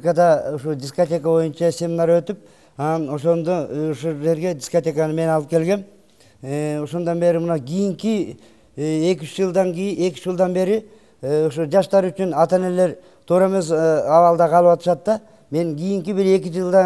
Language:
Kyrgyz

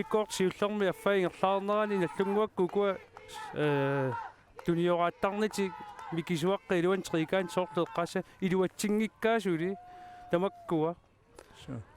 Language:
Kalaallisut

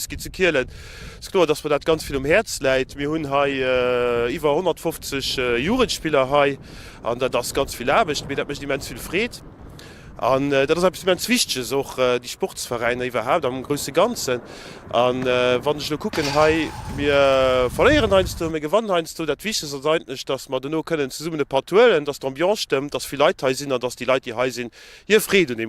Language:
Luxembourgish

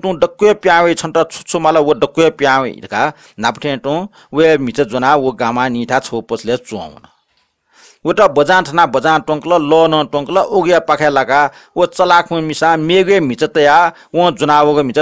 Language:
Newari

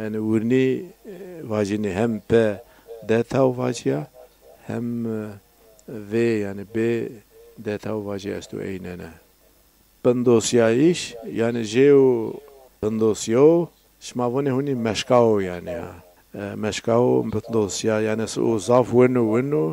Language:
Zaza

